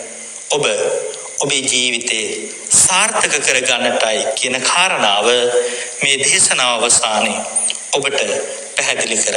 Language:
Sinhala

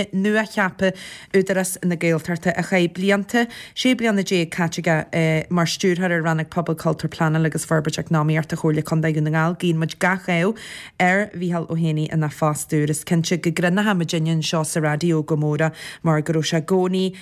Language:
Irish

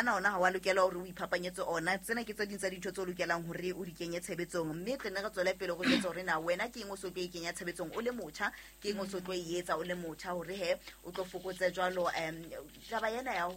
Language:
Southern Sotho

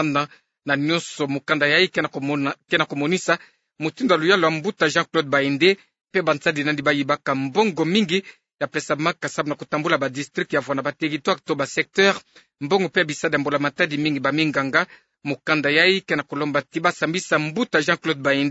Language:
Kituba (Democratic Republic of Congo)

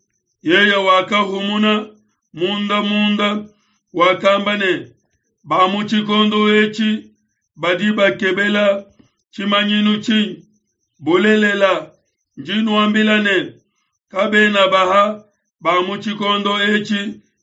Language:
Luba-Lulua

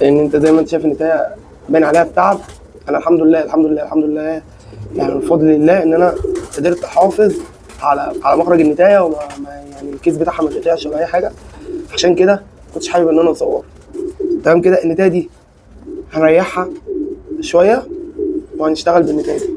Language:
Egyptian Arabic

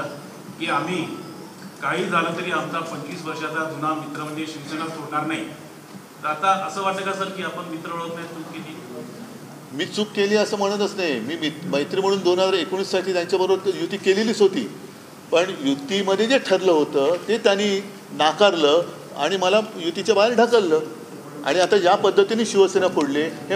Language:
Marathi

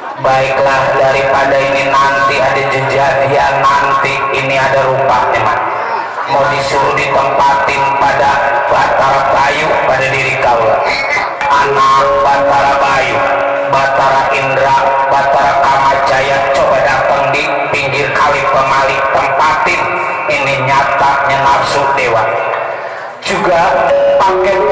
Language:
Betawi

